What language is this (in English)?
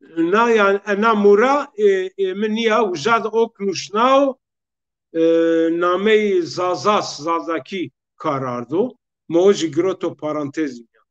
Zaza